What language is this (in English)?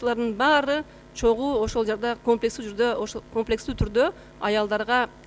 Kyrgyz